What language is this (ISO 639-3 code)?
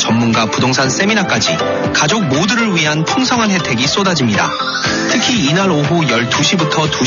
kor